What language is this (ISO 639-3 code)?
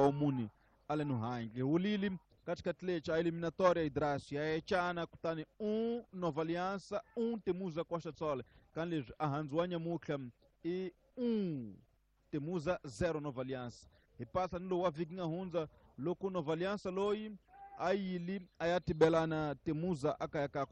tso